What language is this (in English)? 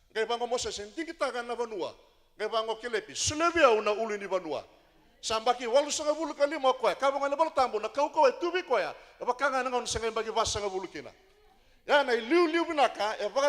Fijian